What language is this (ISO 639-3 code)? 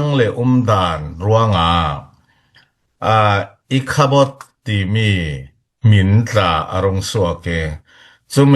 cfm